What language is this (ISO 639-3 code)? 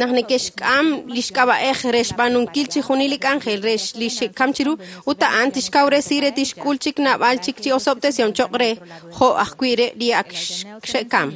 kek